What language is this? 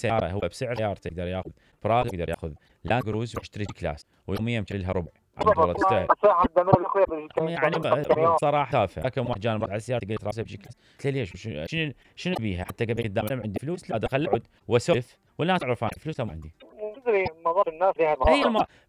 Mesopotamian Arabic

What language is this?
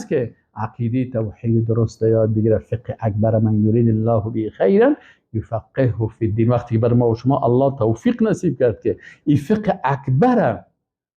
Persian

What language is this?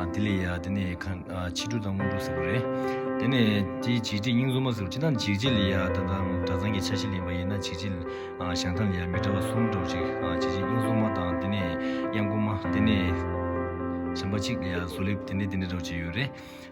Tibetan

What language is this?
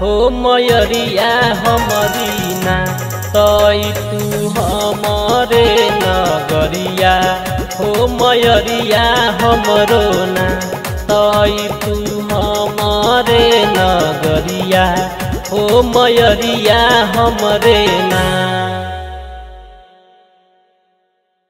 Bhojpuri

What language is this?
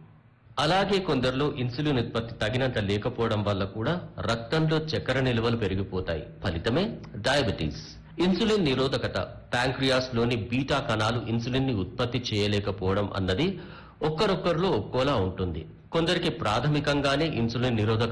Telugu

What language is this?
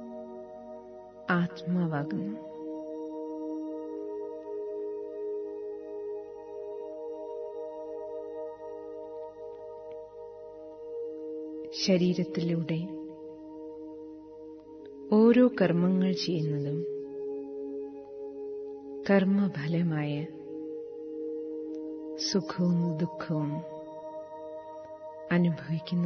Malayalam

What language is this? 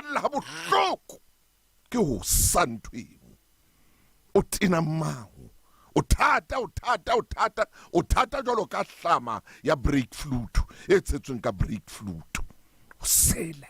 Southern Sotho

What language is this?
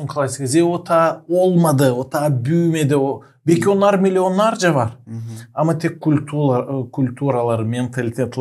Gagauz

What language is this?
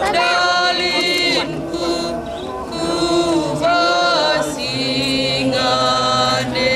Batak Karo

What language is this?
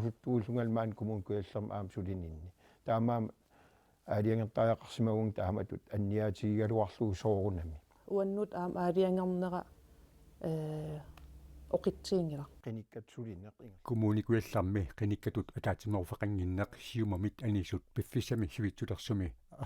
Kalaallisut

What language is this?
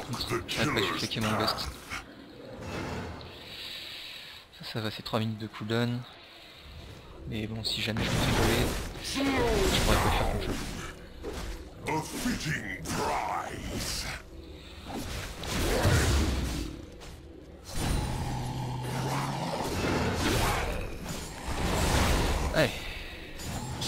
French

